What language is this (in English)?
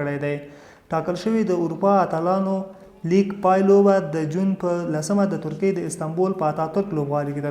Pashto